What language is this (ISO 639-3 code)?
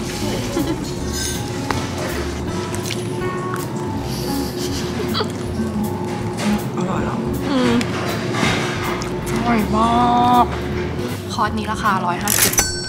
tha